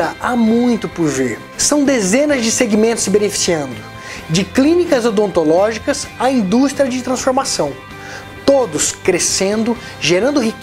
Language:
Portuguese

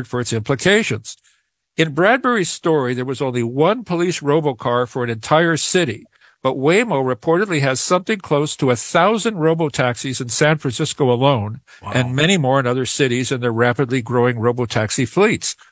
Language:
English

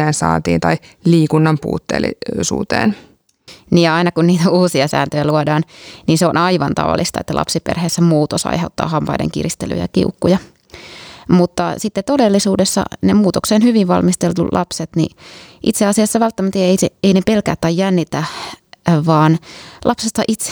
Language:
Finnish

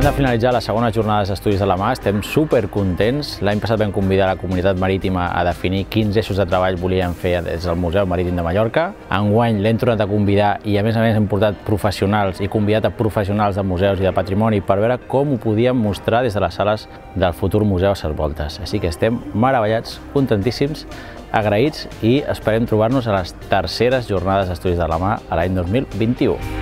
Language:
Catalan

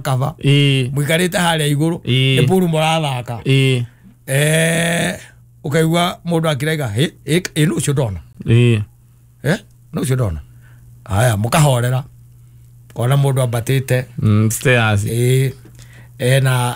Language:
Kikuyu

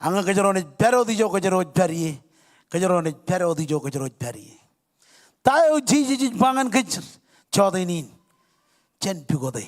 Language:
Marshallese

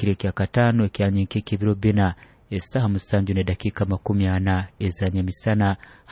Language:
Nyoro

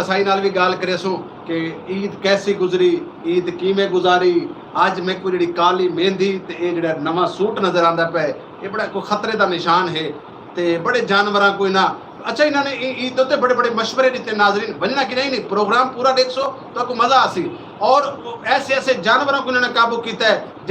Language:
Saraiki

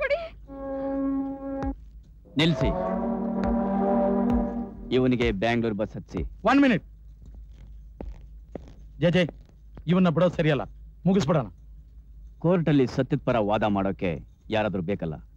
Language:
Kannada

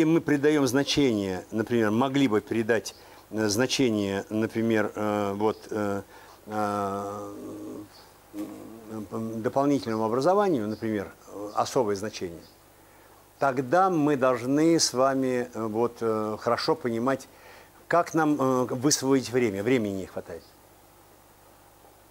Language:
Russian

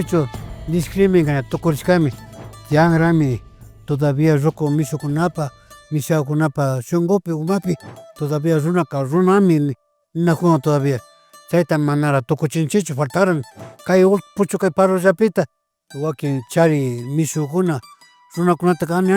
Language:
Imbabura Highland Quichua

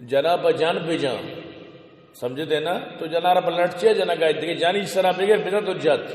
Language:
Baluchi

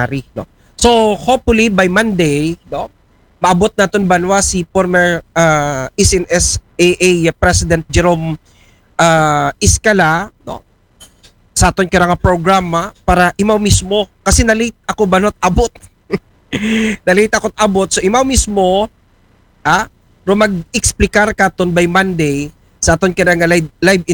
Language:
Aklanon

